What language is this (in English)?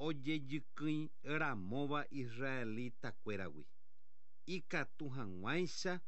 Guarani